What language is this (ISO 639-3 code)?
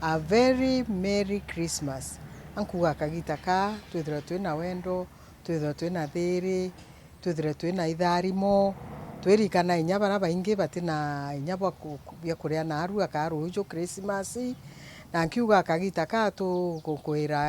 mer